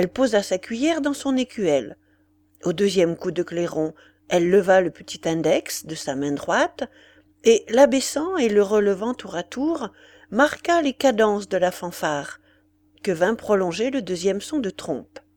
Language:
French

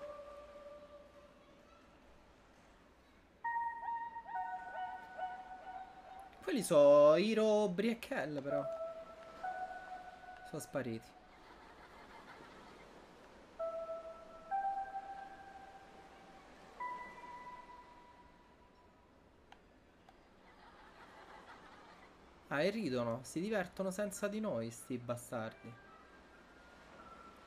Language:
Italian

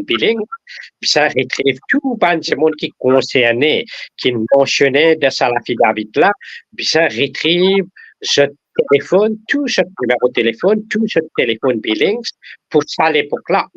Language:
Morisyen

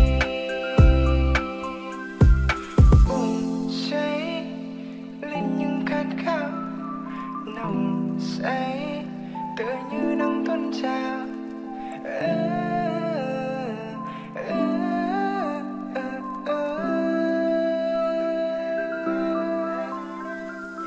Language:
Vietnamese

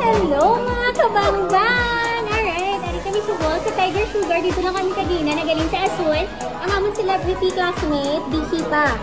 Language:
Hiligaynon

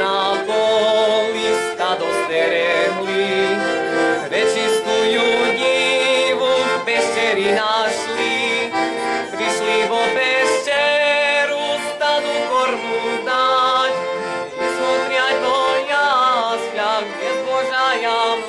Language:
Rusyn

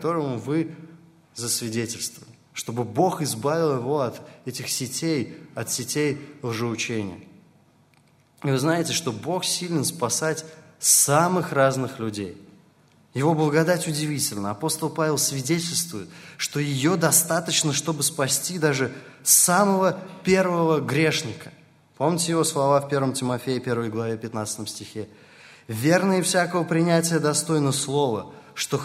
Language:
Russian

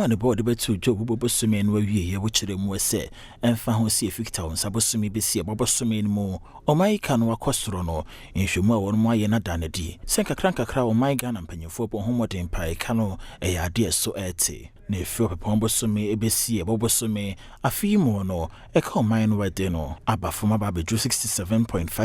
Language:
Akan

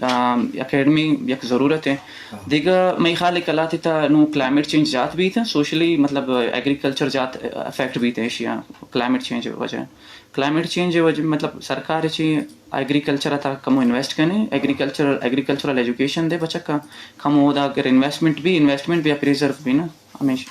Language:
Eastern Balochi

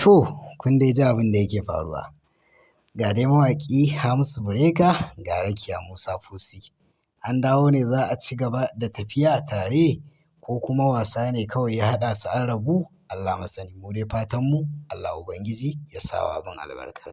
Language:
Hausa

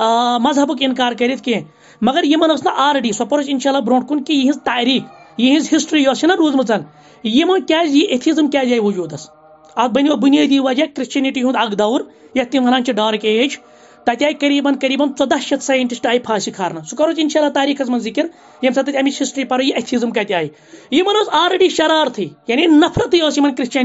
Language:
Kashmiri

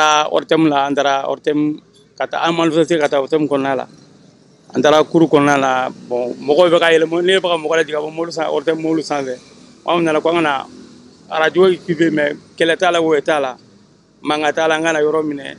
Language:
Bambara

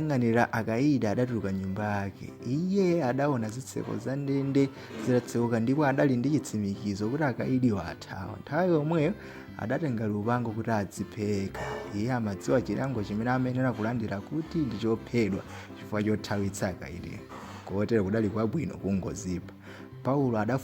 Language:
Nyanja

